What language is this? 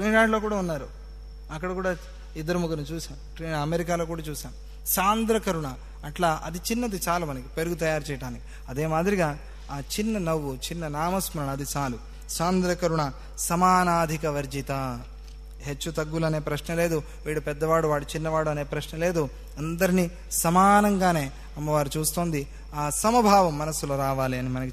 Telugu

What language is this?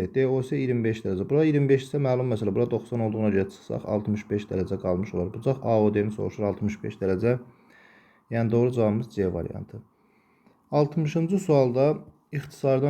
Azerbaijani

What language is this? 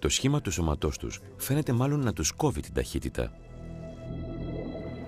Greek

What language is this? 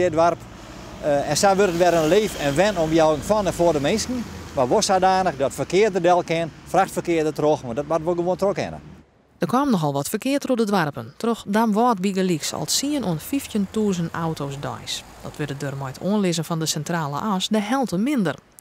Western Frisian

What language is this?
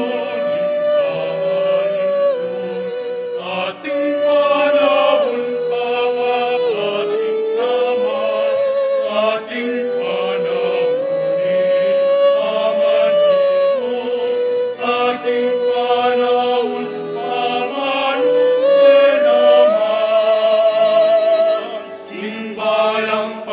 Pampanga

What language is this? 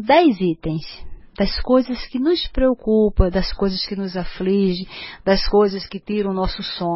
Portuguese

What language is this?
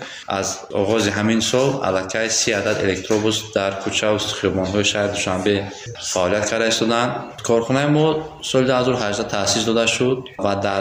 Tajik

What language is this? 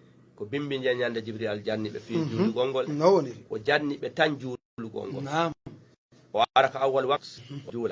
Fula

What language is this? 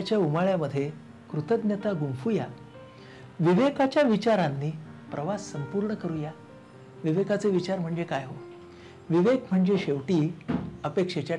Marathi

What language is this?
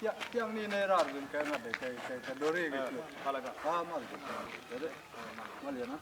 Nuer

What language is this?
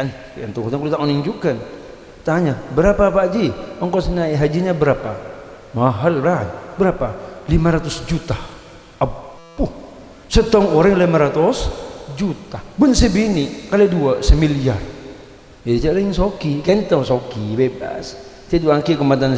Madurese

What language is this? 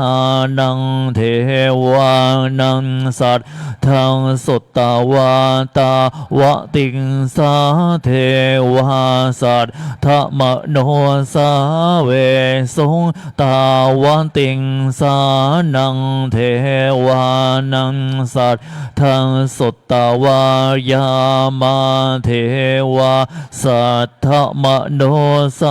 Pali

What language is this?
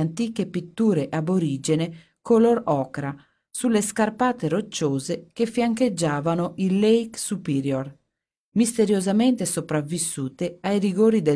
Italian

